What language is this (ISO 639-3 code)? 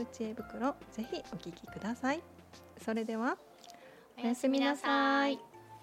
jpn